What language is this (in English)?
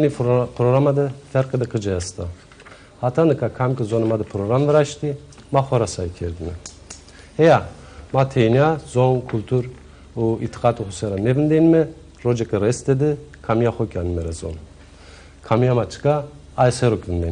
Zaza